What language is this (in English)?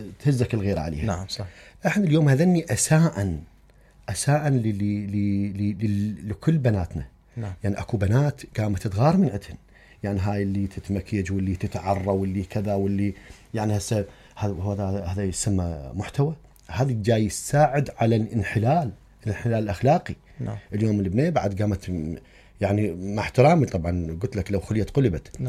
Mesopotamian Arabic